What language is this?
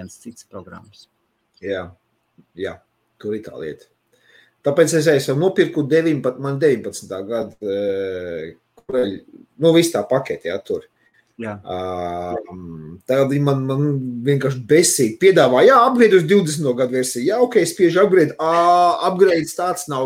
Latvian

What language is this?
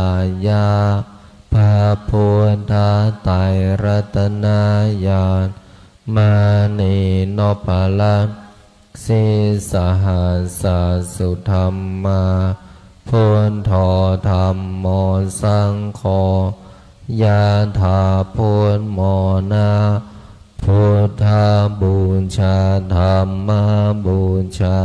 Pali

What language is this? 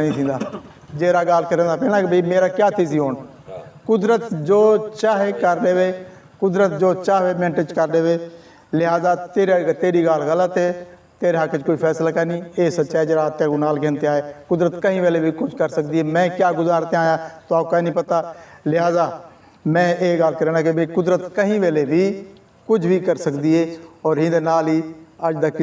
Saraiki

